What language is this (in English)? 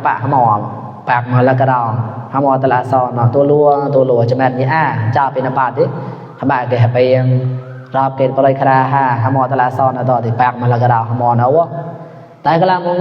Mon